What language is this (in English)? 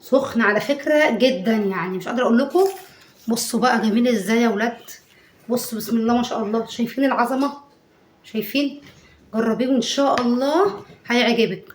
Egyptian Arabic